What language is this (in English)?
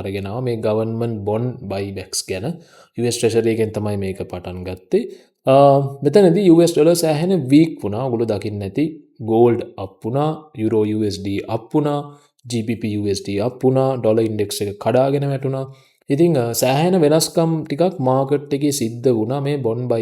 Sinhala